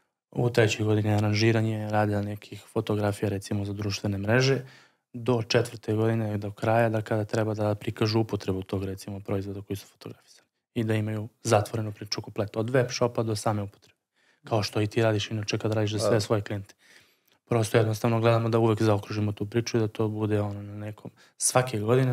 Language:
Serbian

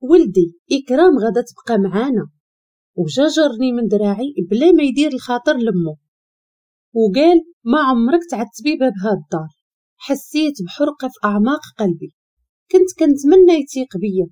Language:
Moroccan Arabic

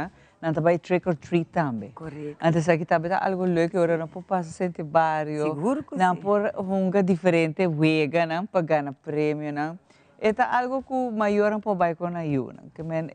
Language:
Papiamento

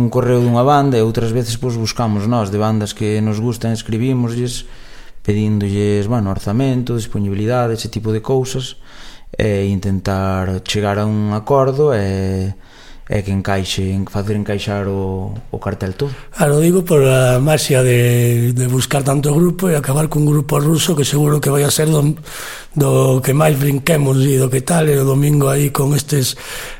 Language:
Galician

